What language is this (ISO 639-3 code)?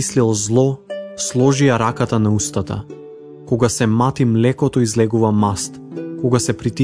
mkd